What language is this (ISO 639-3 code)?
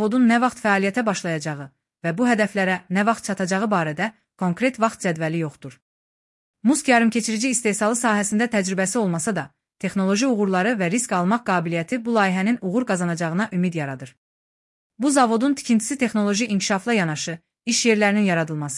aze